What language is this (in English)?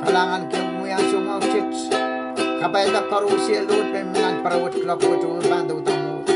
Pohnpeian